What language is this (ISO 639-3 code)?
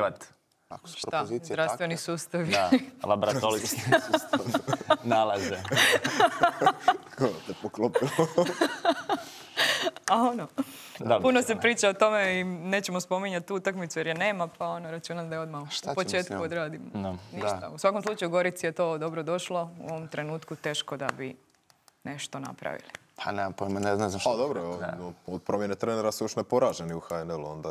hrv